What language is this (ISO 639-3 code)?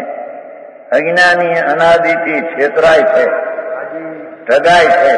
guj